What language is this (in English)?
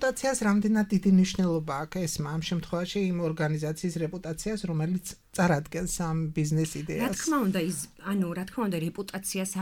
Georgian